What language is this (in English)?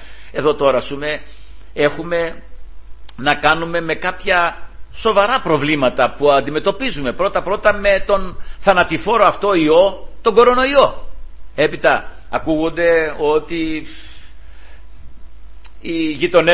Greek